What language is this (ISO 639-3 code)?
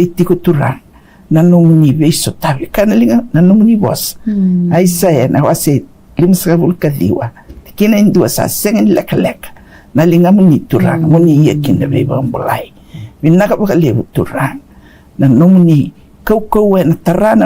fij